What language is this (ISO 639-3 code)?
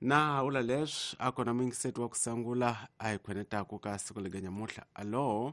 tso